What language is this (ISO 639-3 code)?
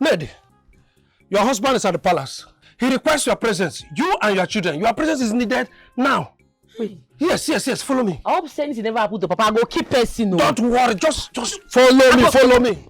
pcm